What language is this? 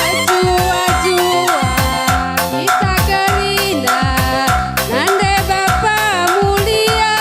Batak Karo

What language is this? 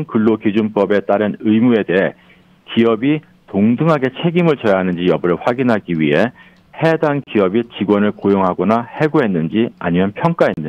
Korean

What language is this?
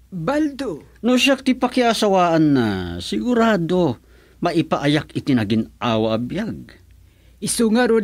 Iloko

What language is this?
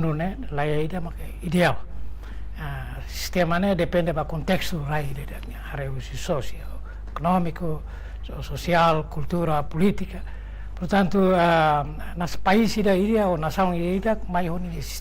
Tetum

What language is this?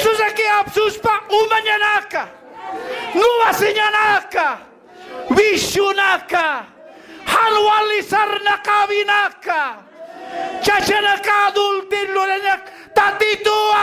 Aymara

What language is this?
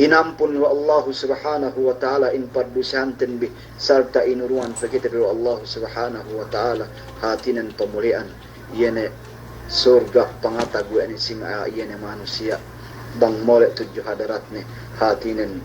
Yakan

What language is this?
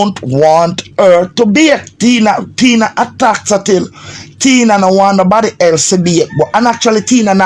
Jamaican Creole English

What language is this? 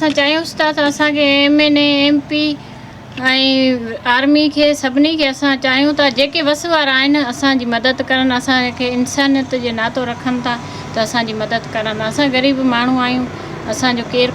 Sindhi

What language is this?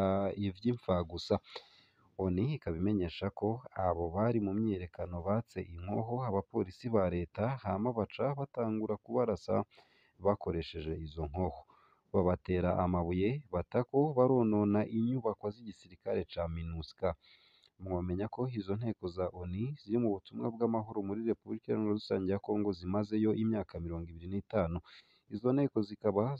Rundi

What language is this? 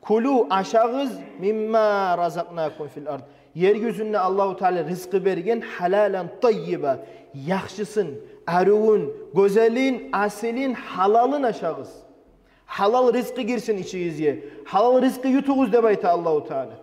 Kumyk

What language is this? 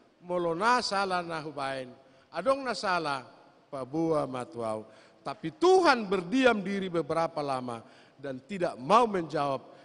Batak Toba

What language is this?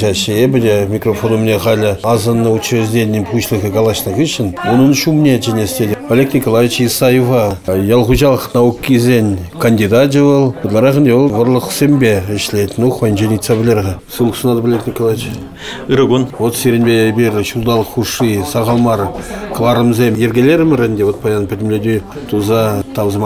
Chuvash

